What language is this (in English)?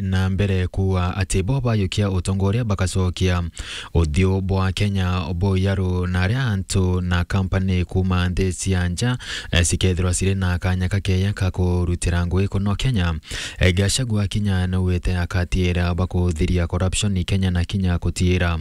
Meru